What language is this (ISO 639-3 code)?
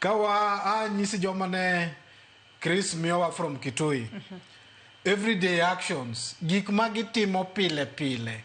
luo